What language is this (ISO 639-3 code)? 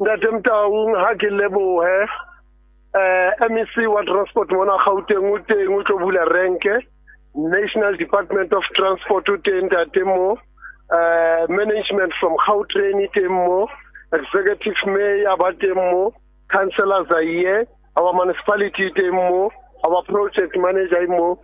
sot